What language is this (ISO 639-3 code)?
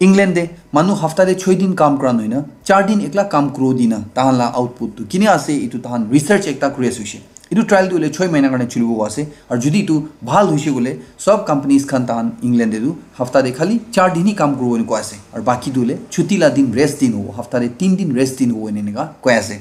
nag